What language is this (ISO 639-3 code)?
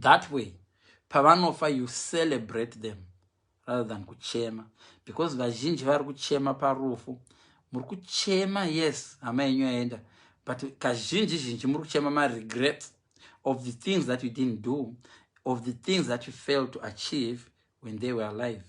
sna